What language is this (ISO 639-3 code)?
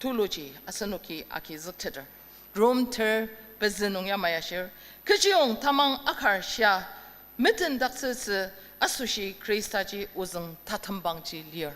njo